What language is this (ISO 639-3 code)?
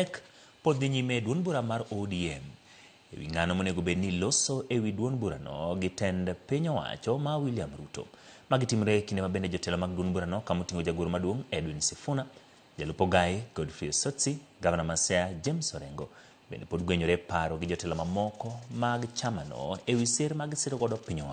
luo